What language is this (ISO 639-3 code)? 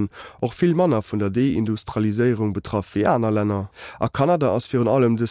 ltz